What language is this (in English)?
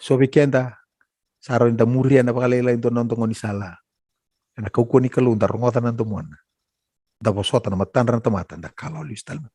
Fijian